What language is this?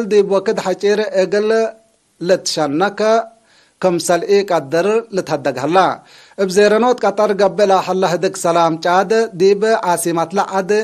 Tigre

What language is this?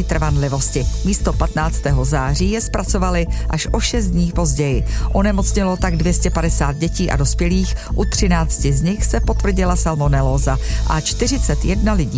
Czech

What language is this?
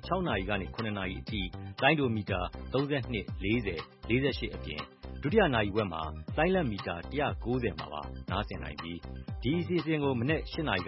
Burmese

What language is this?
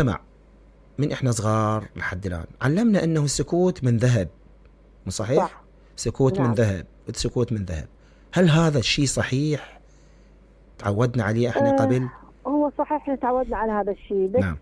Mesopotamian Arabic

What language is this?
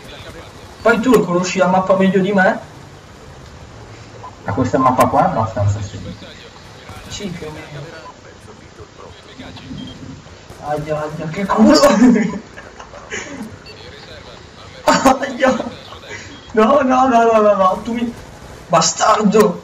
Italian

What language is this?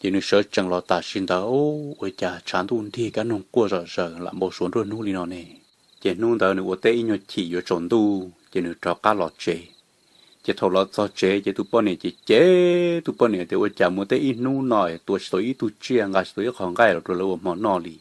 Hmong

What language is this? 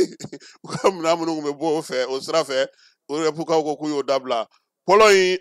Bambara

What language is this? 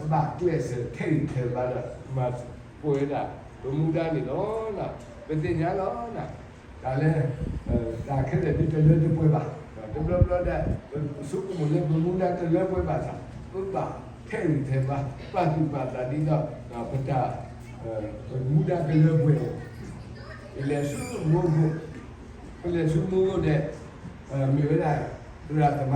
S'gaw Karen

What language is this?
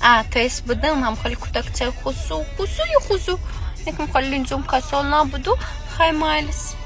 Tajik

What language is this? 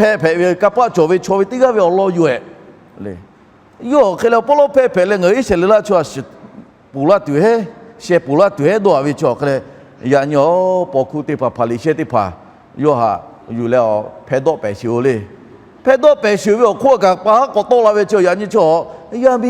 Lahu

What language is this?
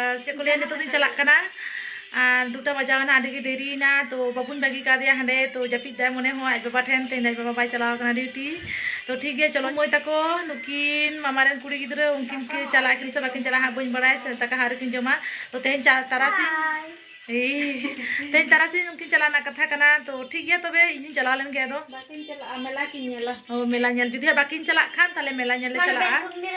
Santali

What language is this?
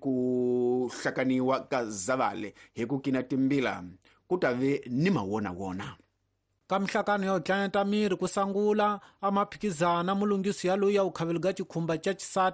Tsonga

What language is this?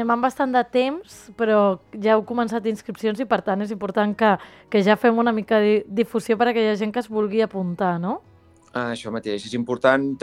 Catalan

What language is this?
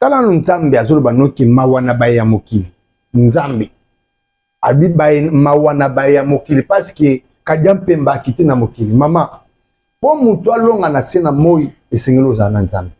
Lingala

